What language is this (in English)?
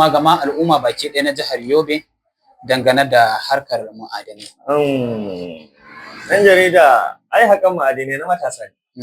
Hausa